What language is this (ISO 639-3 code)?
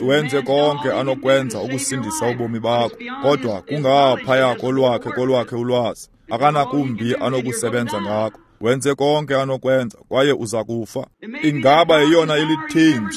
xho